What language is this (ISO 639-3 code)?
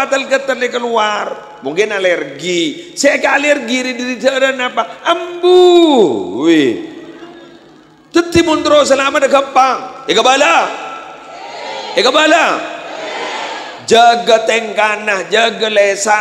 mad